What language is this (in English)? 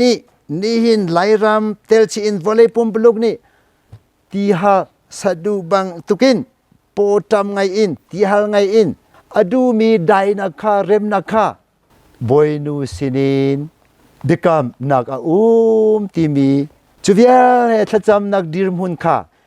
Hakha Chin